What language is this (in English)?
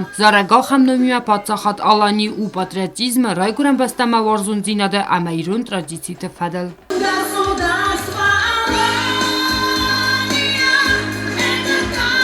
Ossetic